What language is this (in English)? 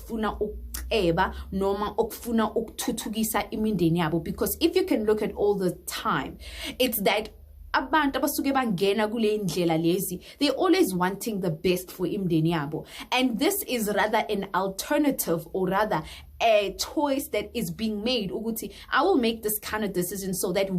Zulu